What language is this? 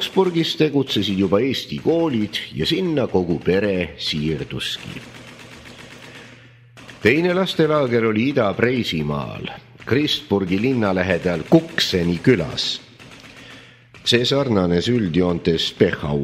Estonian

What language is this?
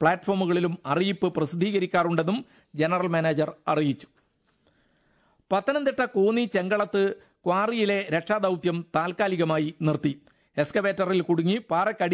Malayalam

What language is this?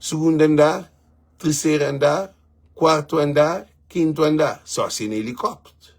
Kabuverdianu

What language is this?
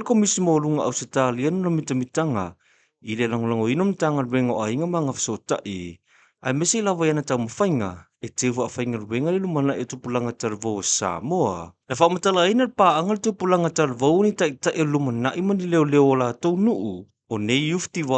Samoan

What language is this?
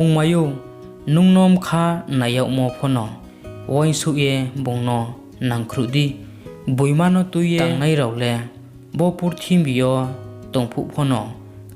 Riang (India)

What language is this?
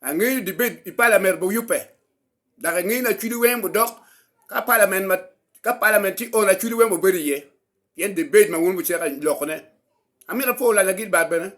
Acoli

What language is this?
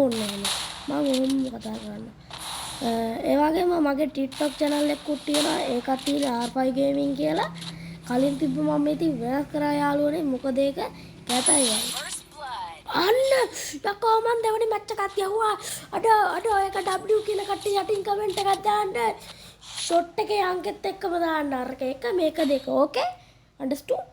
Sinhala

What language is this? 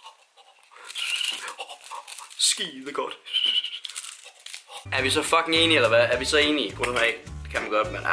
Danish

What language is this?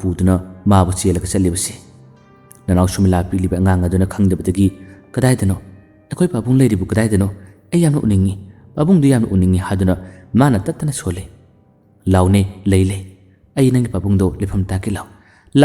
Manipuri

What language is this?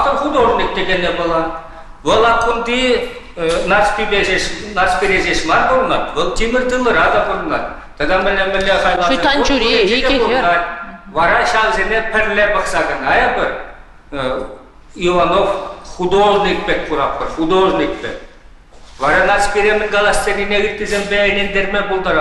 Chuvash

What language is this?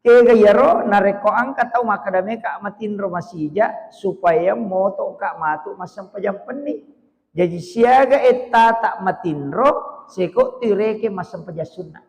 Buginese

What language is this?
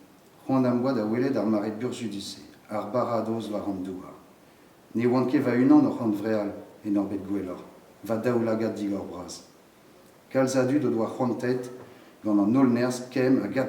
Breton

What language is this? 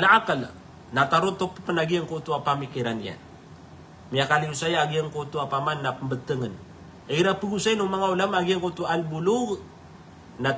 Maranao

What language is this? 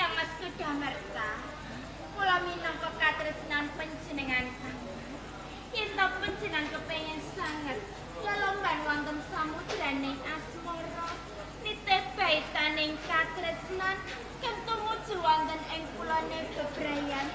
Javanese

